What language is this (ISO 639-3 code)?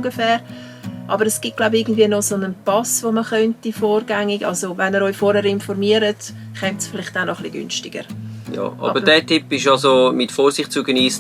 gsw